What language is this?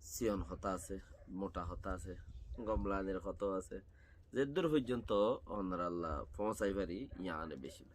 Rohingya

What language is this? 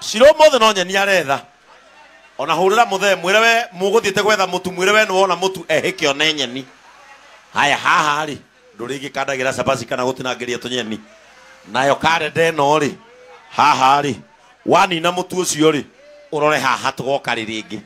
Kikuyu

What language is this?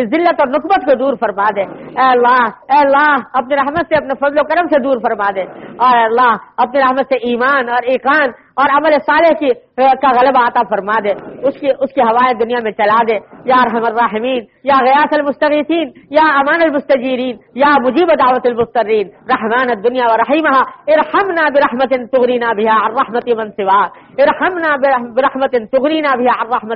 Urdu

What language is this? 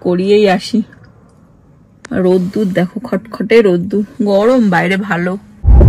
Bangla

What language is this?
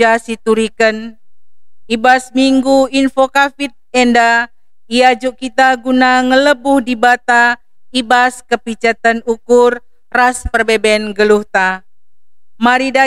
Batak Karo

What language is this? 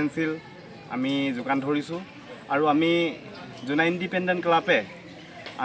Assamese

